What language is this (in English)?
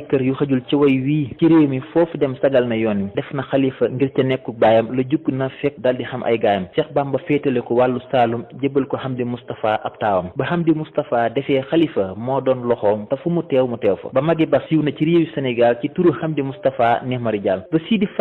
Wolof